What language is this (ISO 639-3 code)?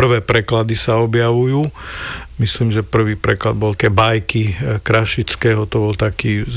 slk